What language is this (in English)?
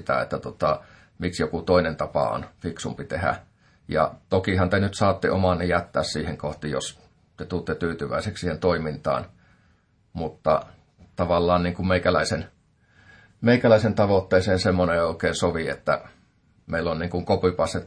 Finnish